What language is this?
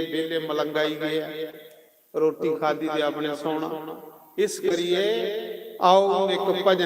Dogri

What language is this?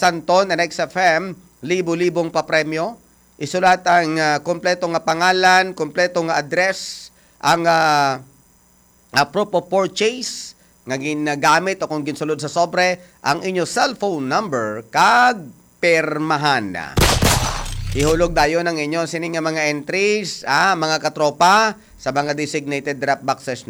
Hiligaynon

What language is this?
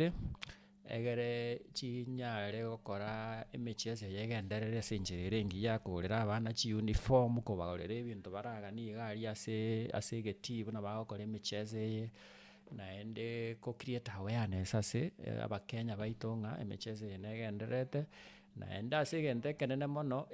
Gusii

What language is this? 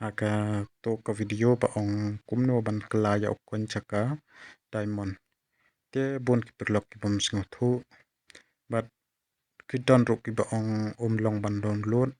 Khasi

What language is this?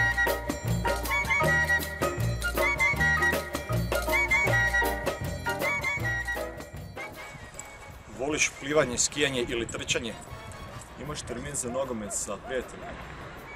Croatian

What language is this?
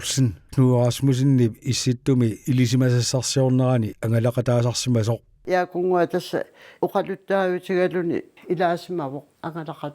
Kalaallisut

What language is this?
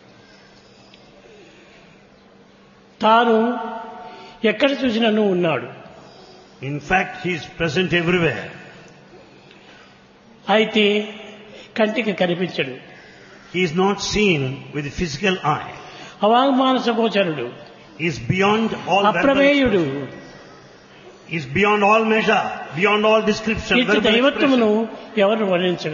Telugu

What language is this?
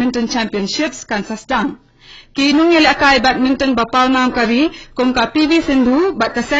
Khasi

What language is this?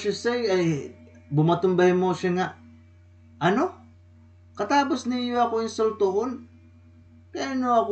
Waray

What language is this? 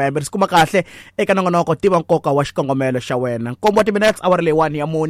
Tsonga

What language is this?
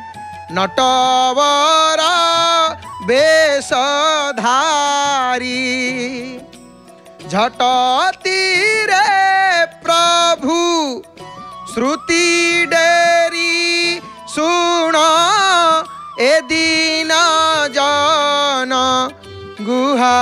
Odia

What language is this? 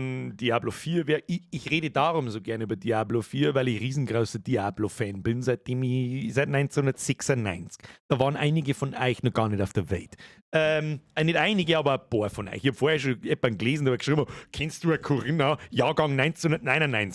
Bavarian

